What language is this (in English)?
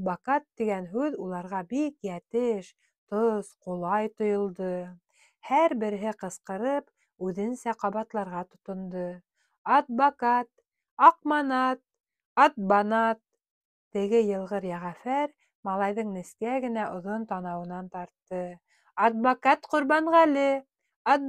Bashkir